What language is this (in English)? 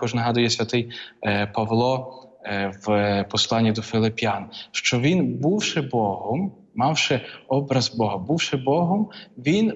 Ukrainian